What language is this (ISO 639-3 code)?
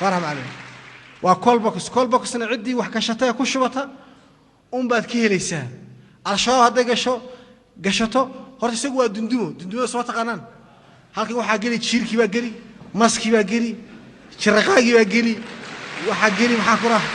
som